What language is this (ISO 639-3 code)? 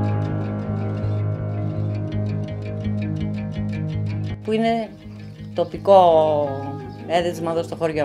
ell